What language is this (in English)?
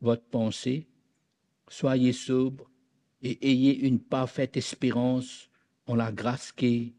Morisyen